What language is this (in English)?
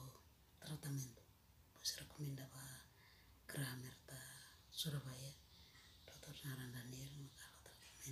Tetum